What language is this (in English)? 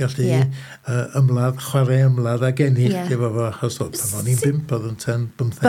Welsh